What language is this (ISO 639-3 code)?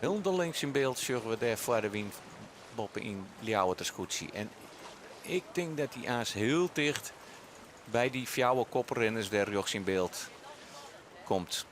fry